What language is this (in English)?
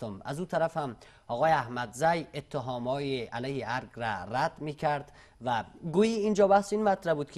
Persian